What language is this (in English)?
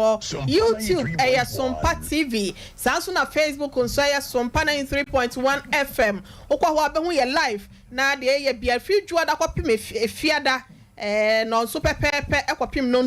Akan